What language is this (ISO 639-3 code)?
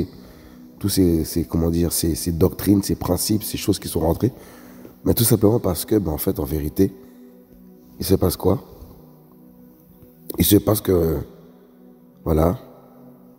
fra